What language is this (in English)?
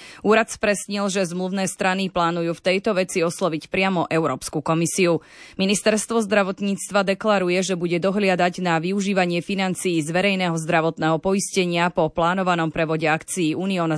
Slovak